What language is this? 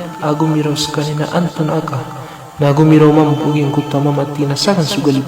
Maranao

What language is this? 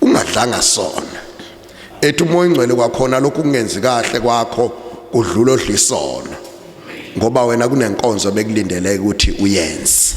Zulu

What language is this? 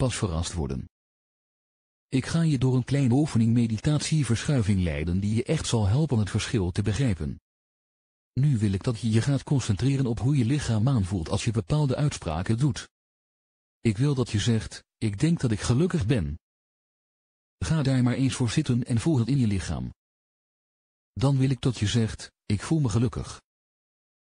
Dutch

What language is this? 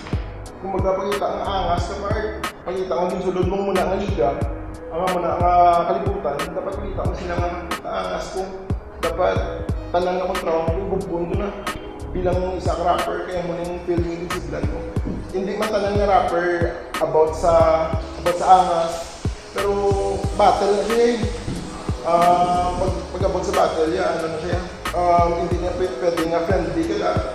Hiligaynon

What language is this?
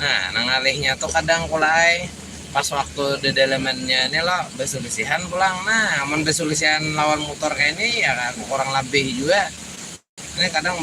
Banjar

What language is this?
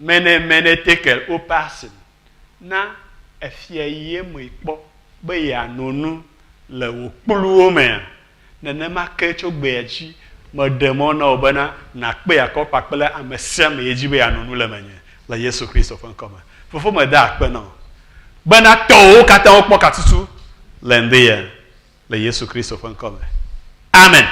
Ewe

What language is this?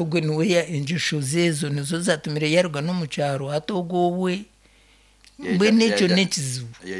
Nyankole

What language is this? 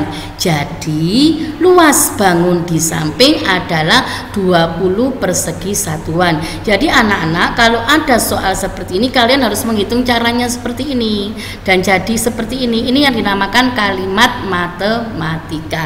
Indonesian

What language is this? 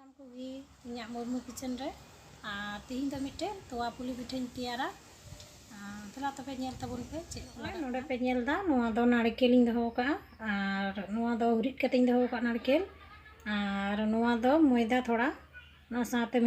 Santali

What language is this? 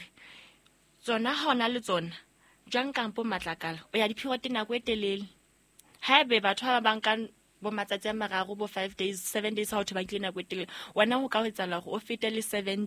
Southern Sotho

